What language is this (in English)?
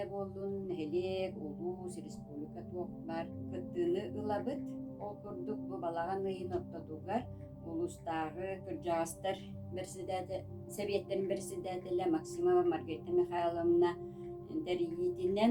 Yakut